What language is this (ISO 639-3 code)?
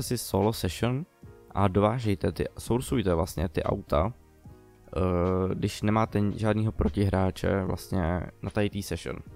ces